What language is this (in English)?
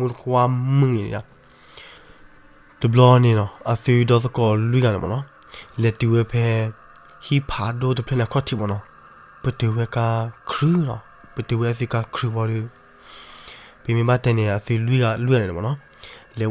S'gaw Karen